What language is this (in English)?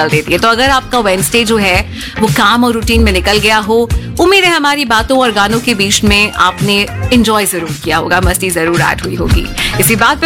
Hindi